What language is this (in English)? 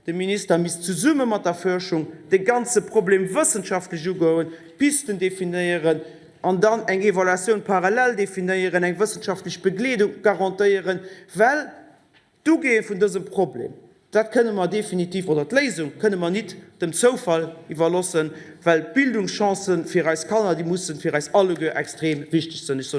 Luxembourgish